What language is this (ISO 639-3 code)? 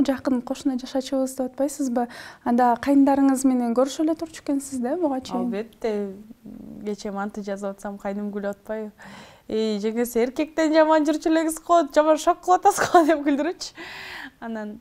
kir